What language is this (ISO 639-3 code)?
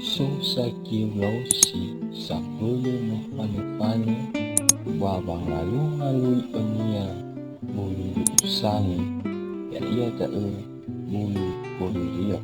nia